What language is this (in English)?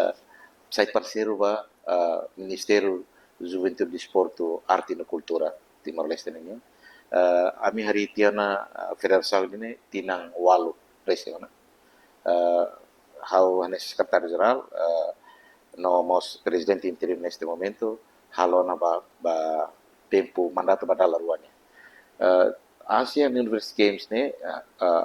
Tetum